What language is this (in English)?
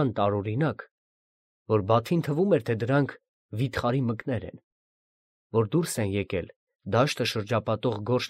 Armenian